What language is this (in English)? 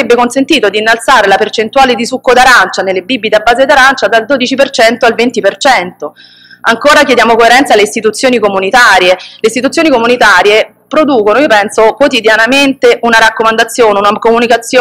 Italian